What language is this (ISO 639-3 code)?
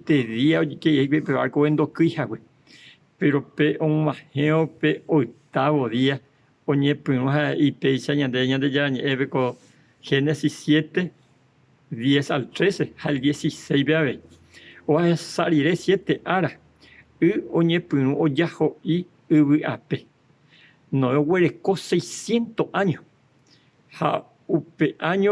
grn